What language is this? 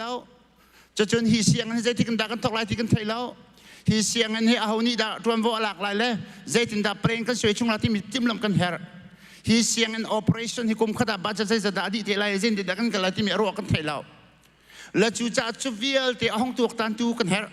Hakha Chin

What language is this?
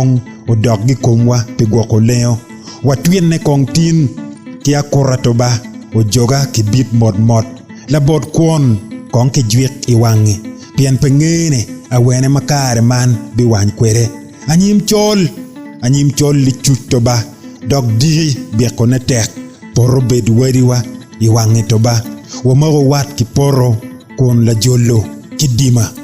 Acoli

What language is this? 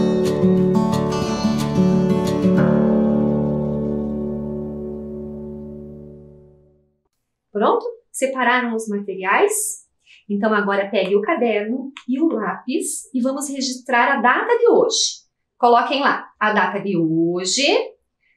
Portuguese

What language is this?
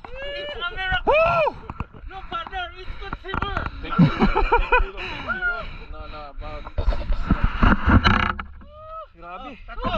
Filipino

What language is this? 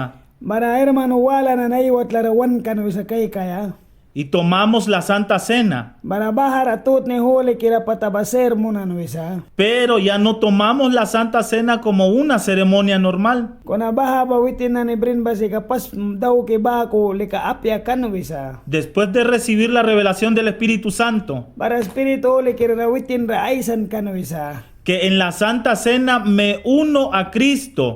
Mískito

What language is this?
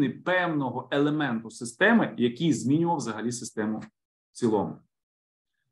Ukrainian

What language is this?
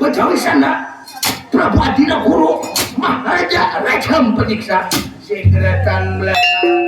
Banjar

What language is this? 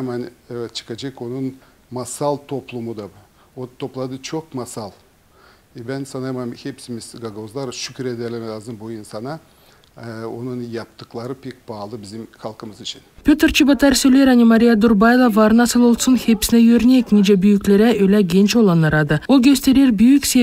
Gagauz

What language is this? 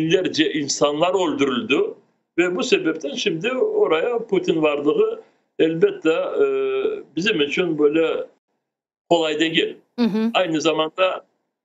Crimean Tatar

